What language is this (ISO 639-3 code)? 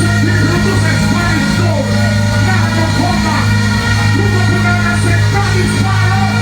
jam